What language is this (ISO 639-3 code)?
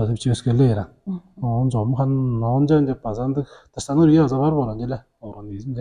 tyv